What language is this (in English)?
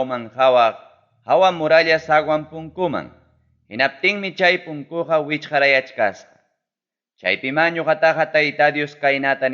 Ayacucho Quechua